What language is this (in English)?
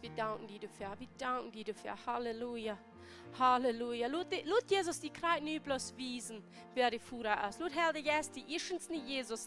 Plautdietsch